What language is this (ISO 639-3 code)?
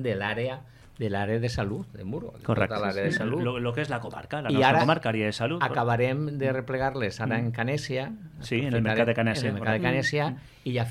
cat